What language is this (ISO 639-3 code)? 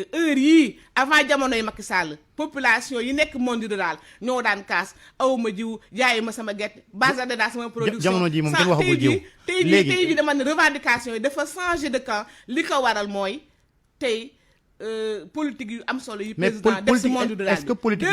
wol